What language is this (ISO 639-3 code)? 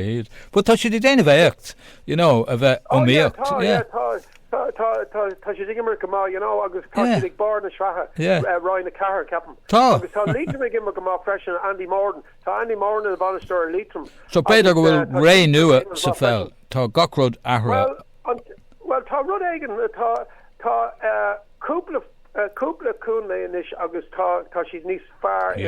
gle